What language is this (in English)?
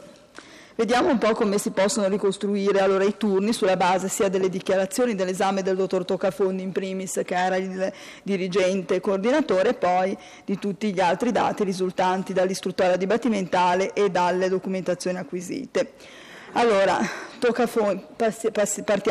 Italian